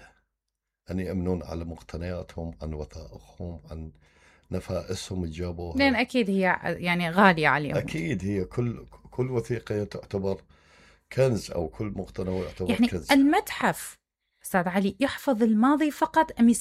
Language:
Mesopotamian Arabic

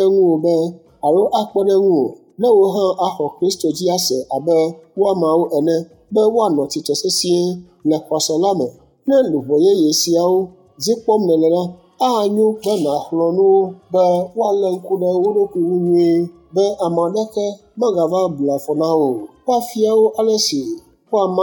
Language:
Ewe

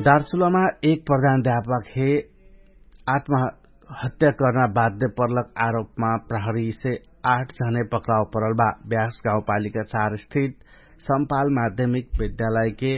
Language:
Dangaura Tharu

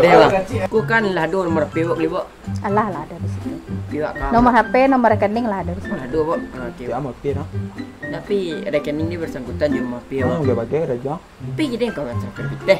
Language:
Minangkabau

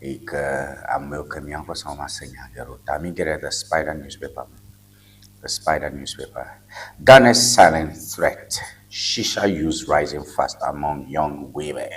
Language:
Ewe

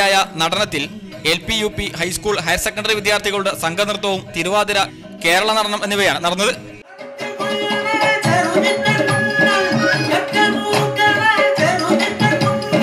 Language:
Malayalam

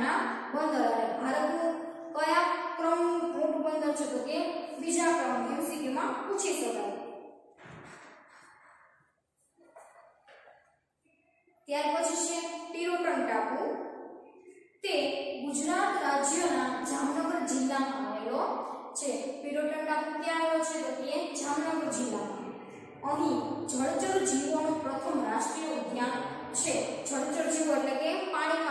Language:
Gujarati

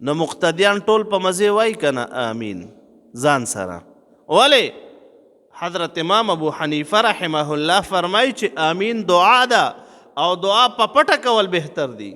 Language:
Pashto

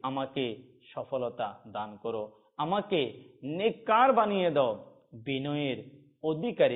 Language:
Bangla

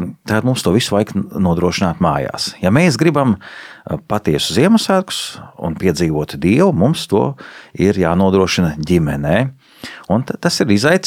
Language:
Latvian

